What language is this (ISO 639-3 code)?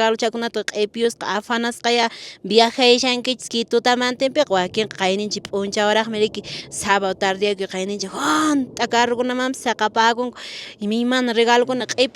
que